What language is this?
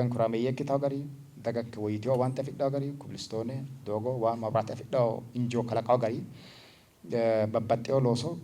Sidamo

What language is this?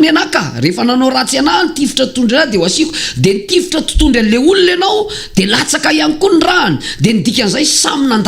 Malagasy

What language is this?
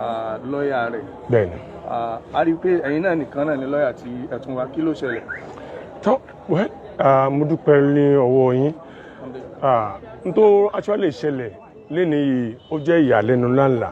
Yoruba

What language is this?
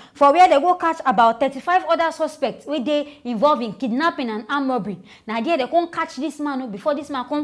Nigerian Pidgin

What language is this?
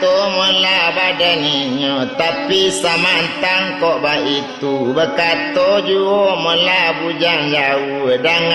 Minangkabau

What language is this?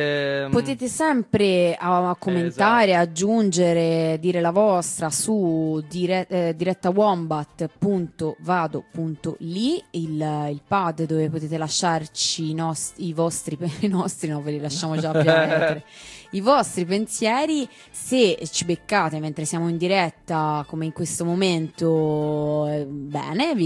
Italian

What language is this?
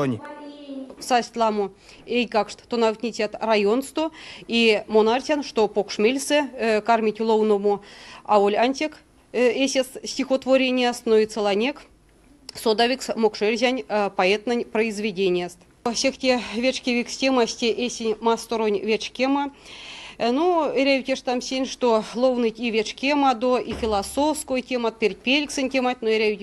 Erzya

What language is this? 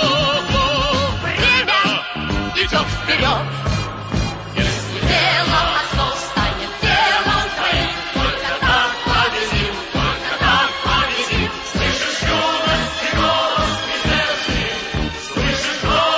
Russian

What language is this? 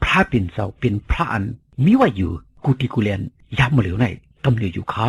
Shan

